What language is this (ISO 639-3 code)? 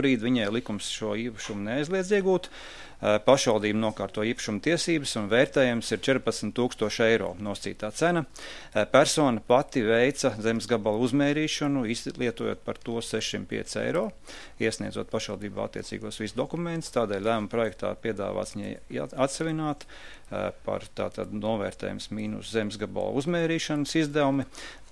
lav